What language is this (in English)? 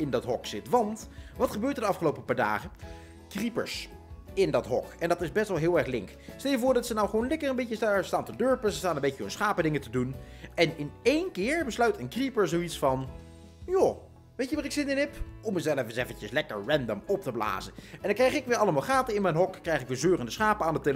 Dutch